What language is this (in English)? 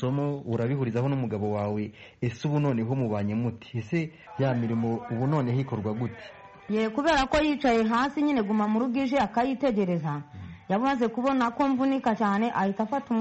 Kinyarwanda